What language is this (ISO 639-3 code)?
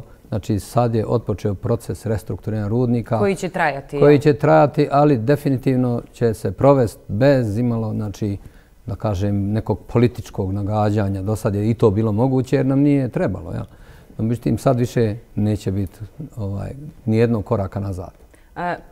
hrv